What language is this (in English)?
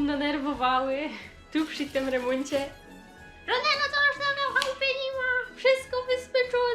Silesian